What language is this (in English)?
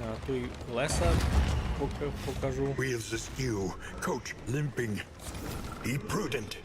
Rusyn